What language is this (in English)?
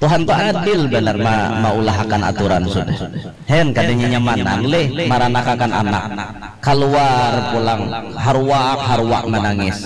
Banjar